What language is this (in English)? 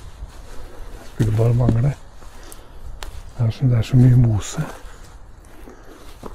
Norwegian